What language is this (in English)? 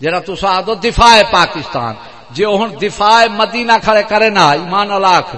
Saraiki